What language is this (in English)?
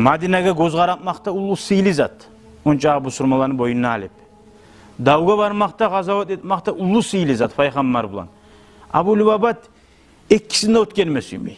Kumyk